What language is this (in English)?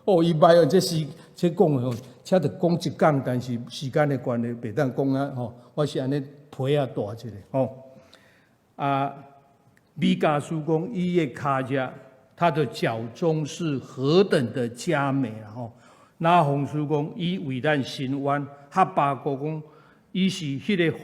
Min Nan Chinese